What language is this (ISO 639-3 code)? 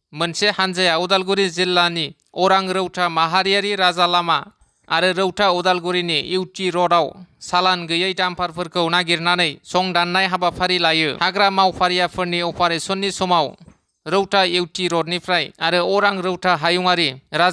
brx